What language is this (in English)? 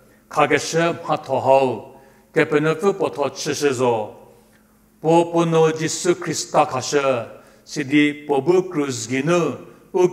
Angami Naga